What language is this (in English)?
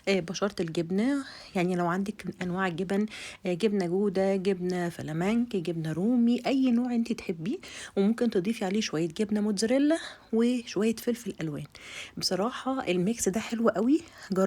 Egyptian Arabic